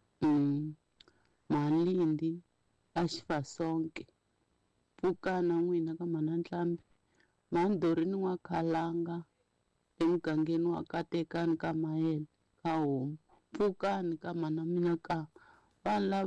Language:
Tsonga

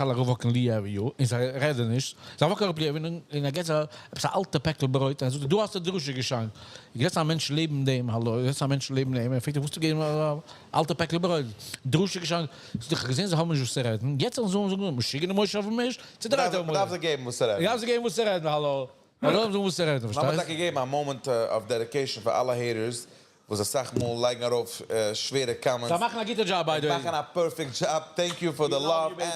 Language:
Yiddish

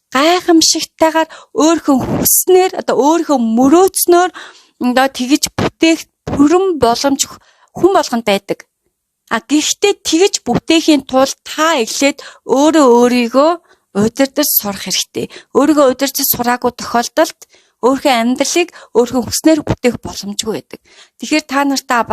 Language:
Mongolian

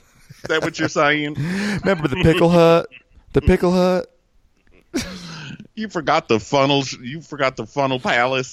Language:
English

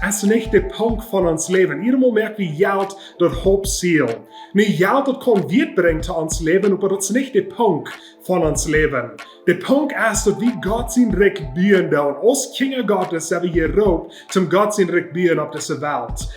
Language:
Plautdietsch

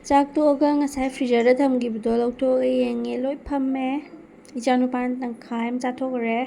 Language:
Manipuri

